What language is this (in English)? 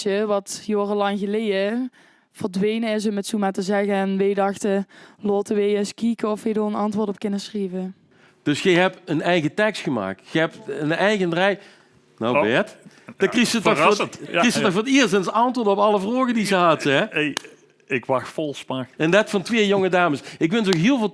Limburgish